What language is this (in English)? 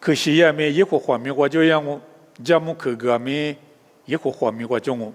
Lisu